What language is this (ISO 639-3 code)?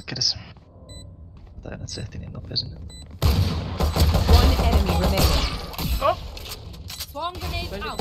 fin